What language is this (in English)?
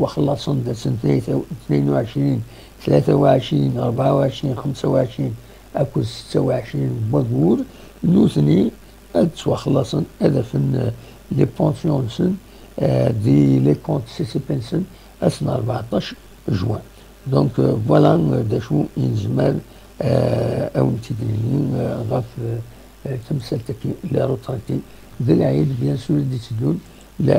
Kabyle